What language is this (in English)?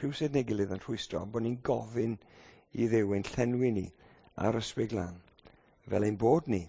Welsh